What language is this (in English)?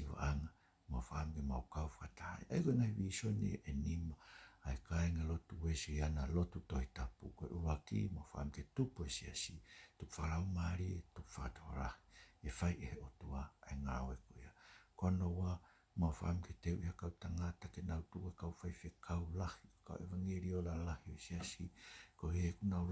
Tongan